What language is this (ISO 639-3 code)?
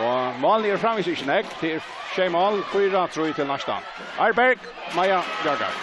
fao